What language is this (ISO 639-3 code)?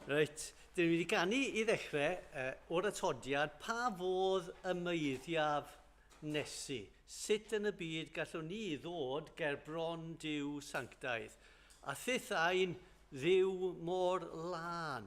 cym